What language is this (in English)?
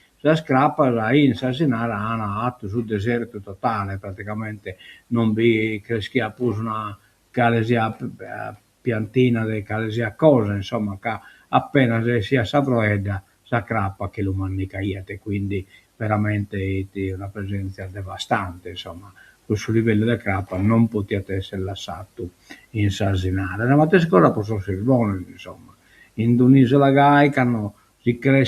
Sardinian